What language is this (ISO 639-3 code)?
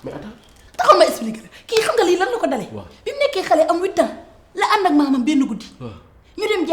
wol